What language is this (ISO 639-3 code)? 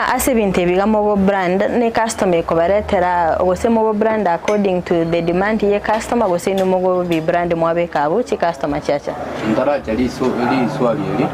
guz